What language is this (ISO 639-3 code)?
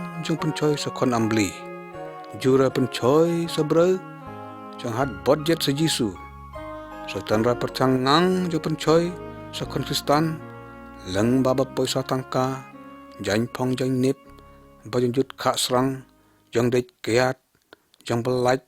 lyg